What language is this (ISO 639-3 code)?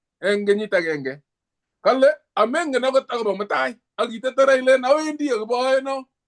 kln